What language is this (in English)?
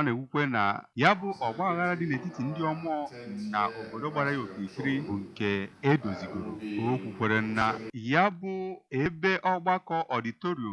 Igbo